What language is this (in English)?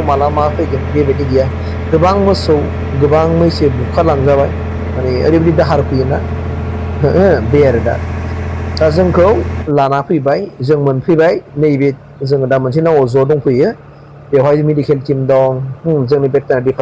Bodo